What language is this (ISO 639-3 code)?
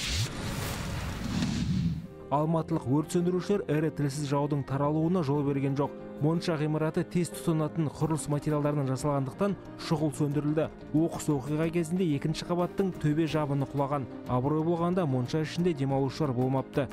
kaz